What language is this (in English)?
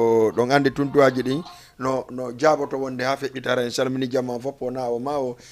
Fula